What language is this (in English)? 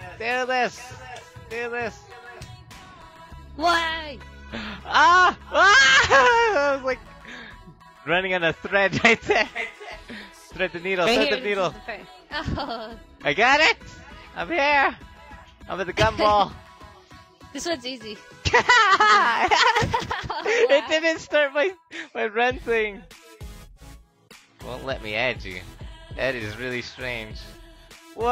English